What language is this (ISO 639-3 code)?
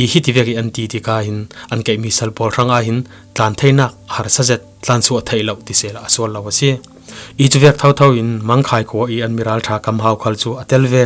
cfm